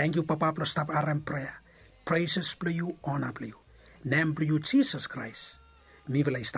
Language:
Bislama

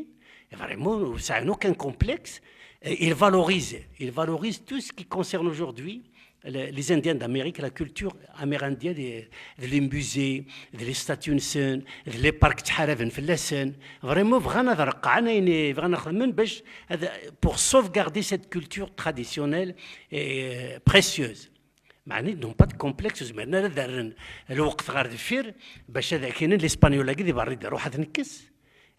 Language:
Kabyle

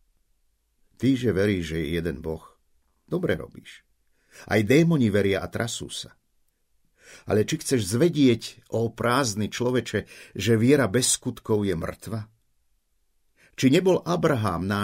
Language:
Slovak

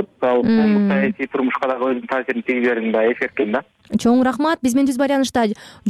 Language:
Kyrgyz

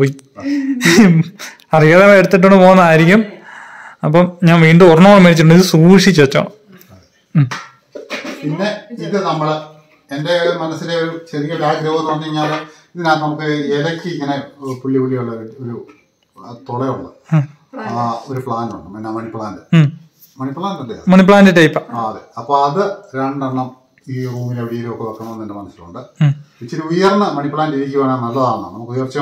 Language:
Malayalam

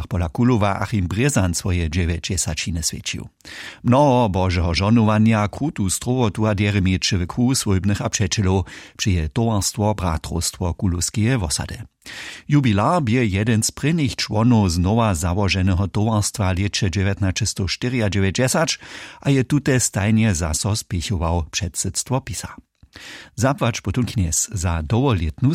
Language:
Upper Sorbian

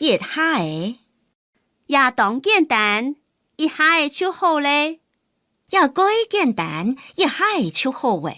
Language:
Hakka Chinese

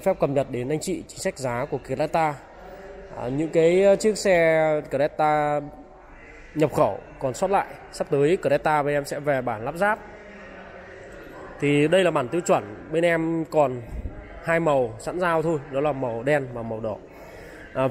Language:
Vietnamese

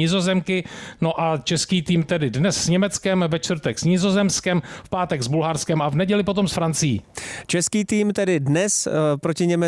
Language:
Czech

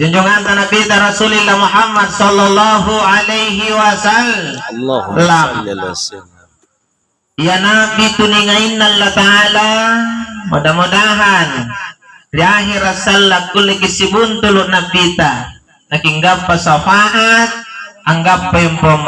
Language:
Makasar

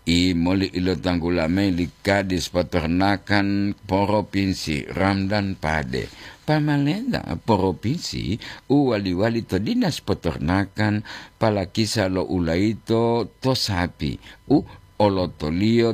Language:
Gorontalo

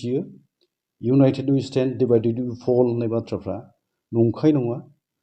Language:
Bodo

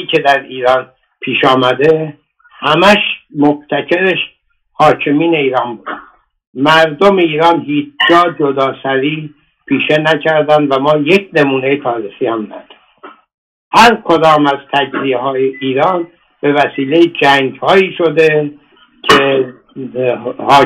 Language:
Persian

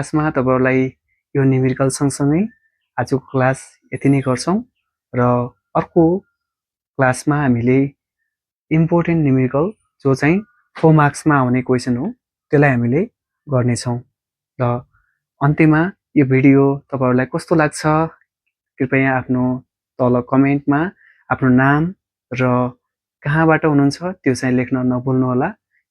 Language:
Nepali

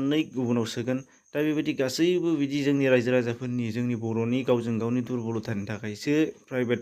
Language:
Bodo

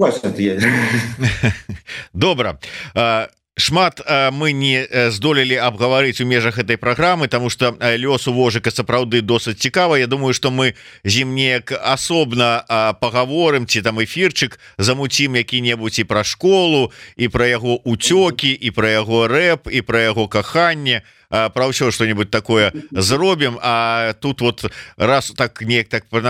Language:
Belarusian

